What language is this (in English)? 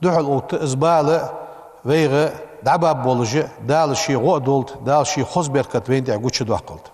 Ingush